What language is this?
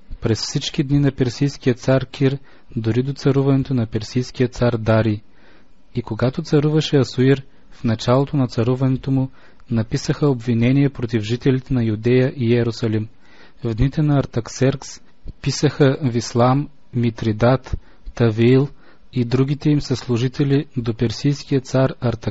Bulgarian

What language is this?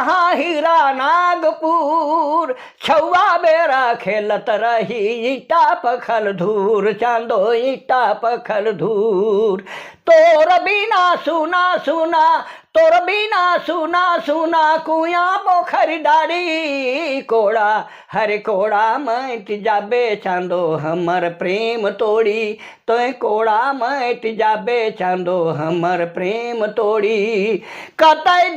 Sadri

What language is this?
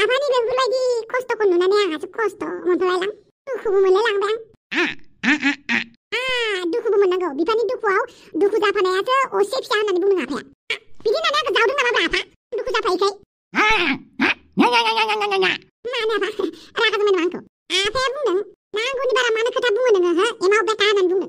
Bodo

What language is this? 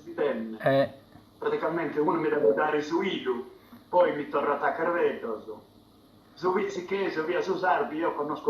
Sardinian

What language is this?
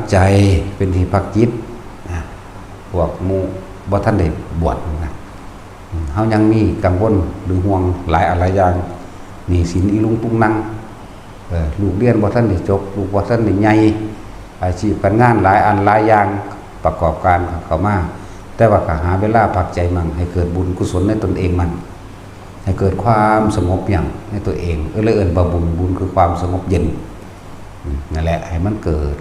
Northeastern Thai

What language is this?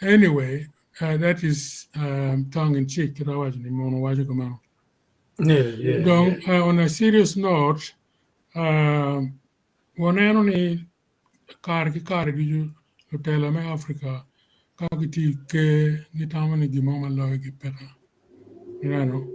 Acoli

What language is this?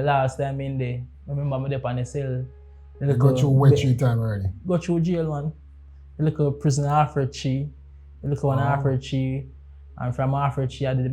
Jamaican Creole English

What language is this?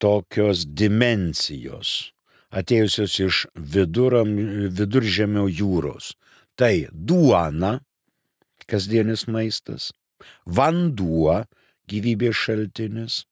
Lithuanian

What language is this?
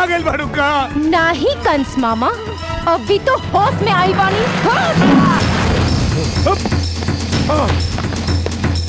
Bhojpuri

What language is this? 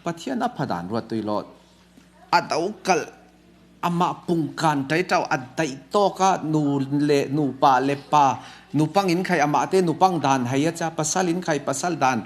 Falam Chin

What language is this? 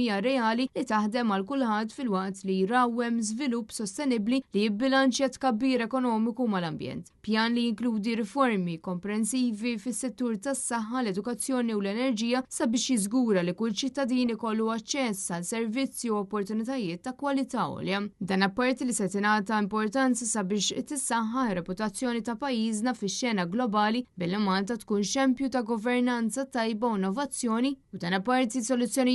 Maltese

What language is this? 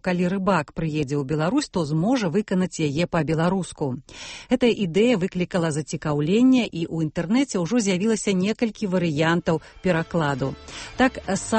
Belarusian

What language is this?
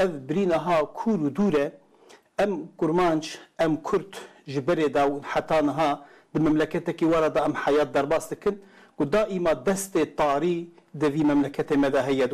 Kurdish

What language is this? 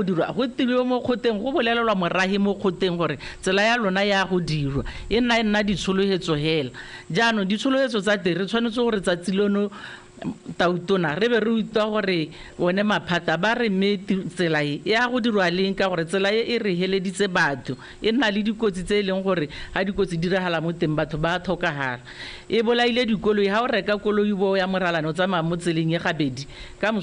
Tswana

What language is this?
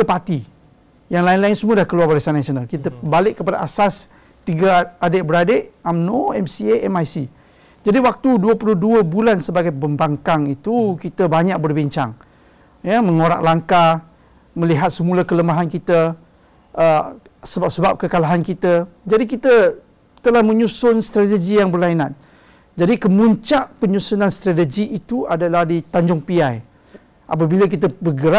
Malay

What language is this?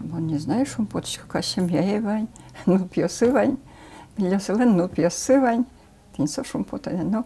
Udmurt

